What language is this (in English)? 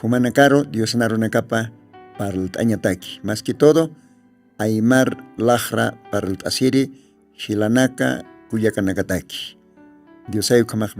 Aymara